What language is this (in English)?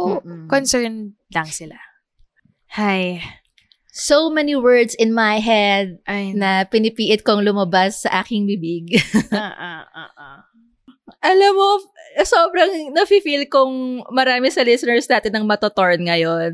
Filipino